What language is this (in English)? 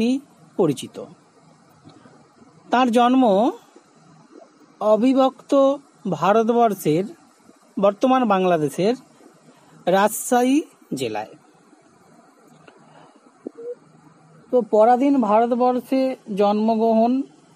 Bangla